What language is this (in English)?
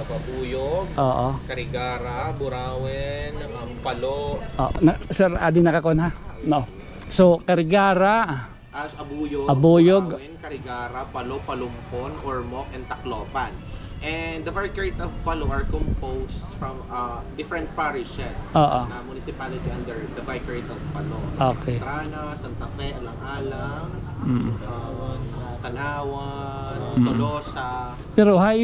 Waray